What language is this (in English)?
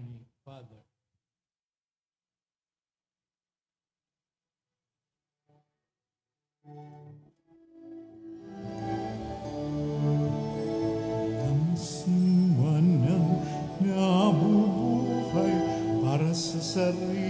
Filipino